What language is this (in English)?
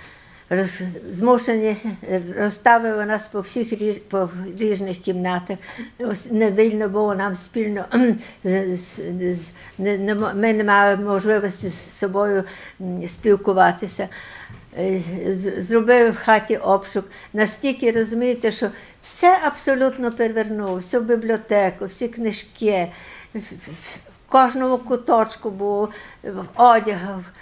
Ukrainian